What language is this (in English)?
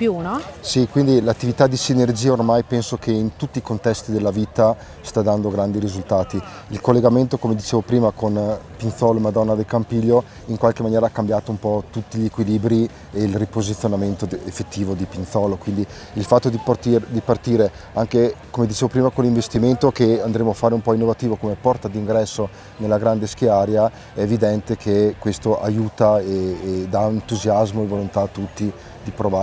Italian